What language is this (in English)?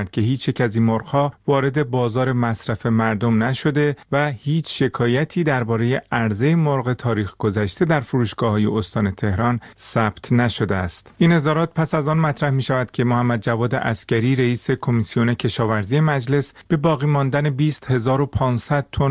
Persian